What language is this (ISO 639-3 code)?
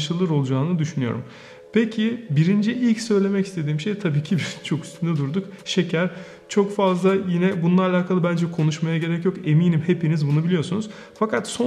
tur